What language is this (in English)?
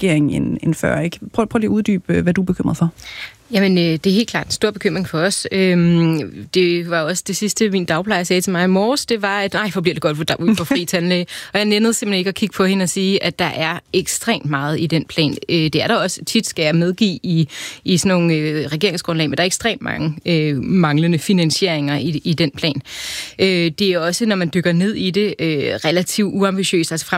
Danish